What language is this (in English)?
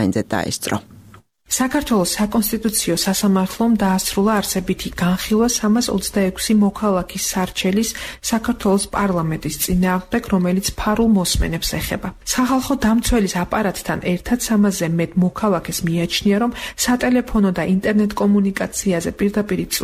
Georgian